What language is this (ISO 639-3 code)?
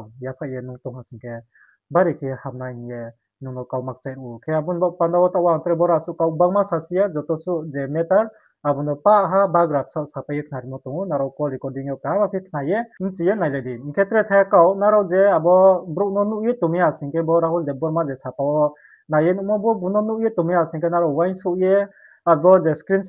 ria